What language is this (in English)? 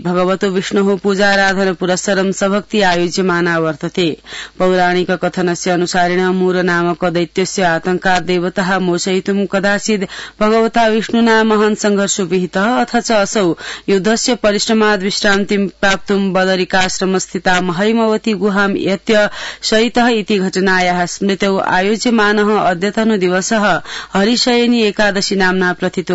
Sanskrit